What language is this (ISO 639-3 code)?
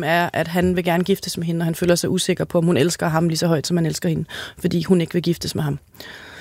dan